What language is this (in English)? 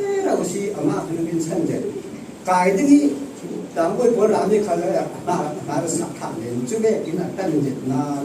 Falam Chin